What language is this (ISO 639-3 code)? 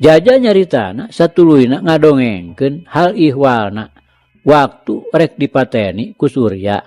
sun